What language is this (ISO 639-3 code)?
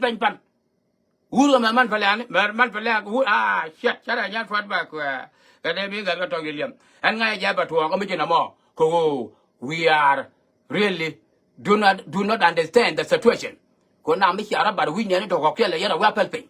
nus